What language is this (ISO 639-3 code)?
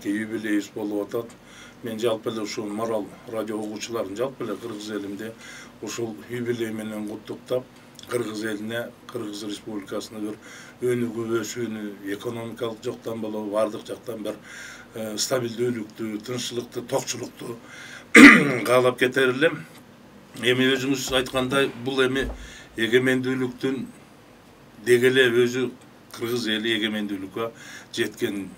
kir